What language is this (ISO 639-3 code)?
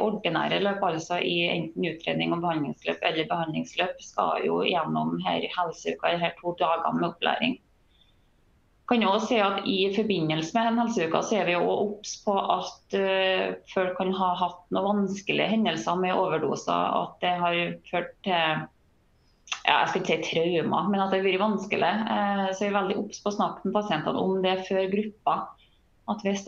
nor